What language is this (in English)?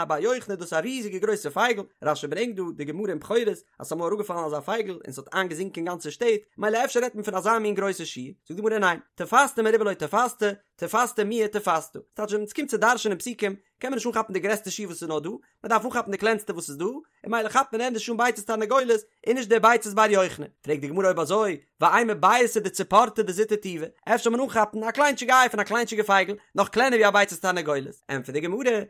Yiddish